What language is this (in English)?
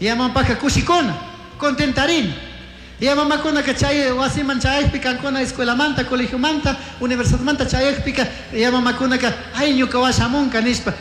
Chimborazo Highland Quichua